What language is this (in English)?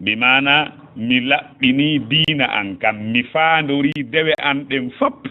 Fula